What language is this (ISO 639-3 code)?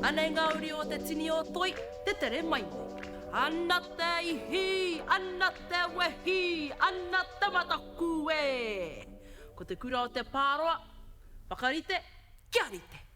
mri